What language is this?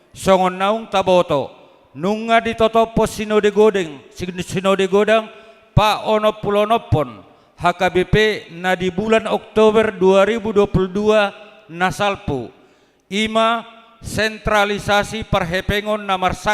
Batak Toba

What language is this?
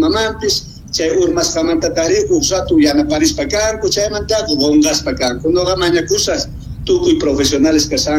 South Bolivian Quechua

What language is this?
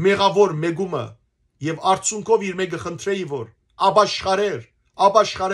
Western Armenian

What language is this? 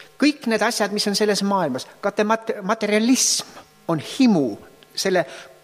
Estonian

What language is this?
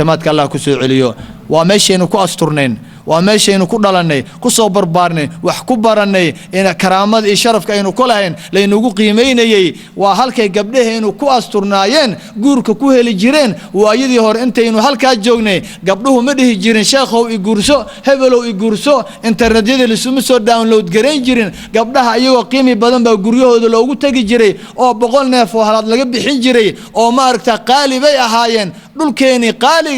Somali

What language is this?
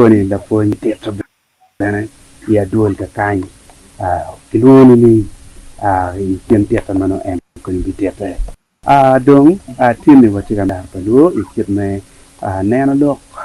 Acoli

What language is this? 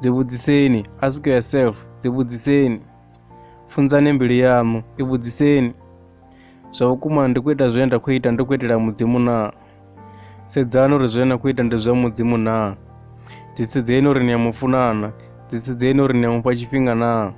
Venda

